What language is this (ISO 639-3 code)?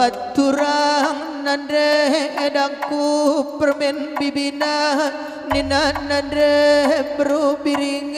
btx